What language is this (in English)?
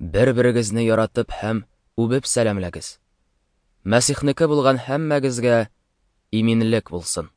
Tatar